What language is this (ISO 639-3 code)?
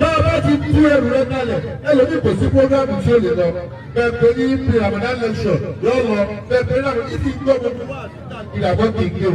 yor